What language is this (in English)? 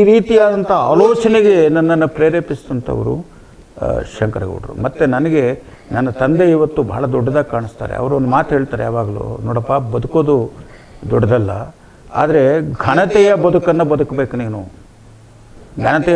Kannada